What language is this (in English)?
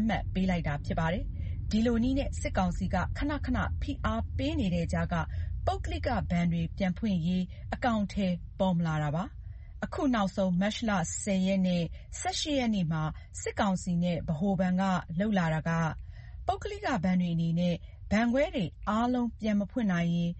Burmese